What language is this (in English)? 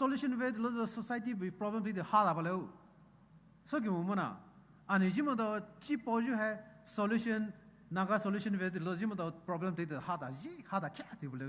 Poumei Naga